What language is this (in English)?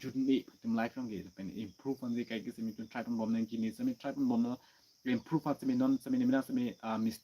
Karbi